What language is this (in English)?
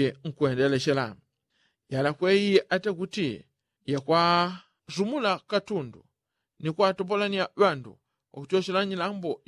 Yao